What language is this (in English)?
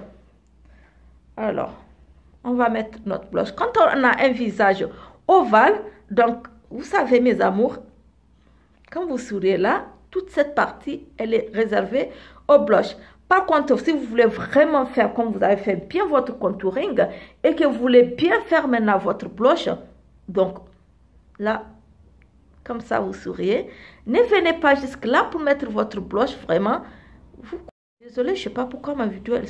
French